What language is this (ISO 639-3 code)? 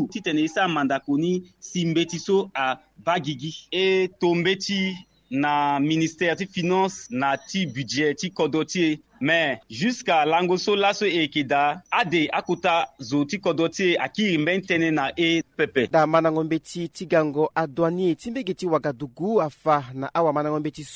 sag